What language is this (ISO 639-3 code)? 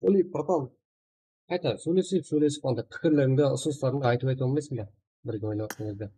kaa